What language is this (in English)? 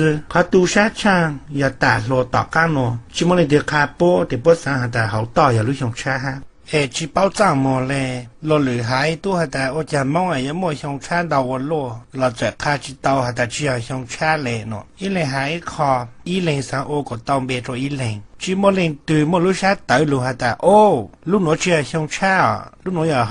Hmong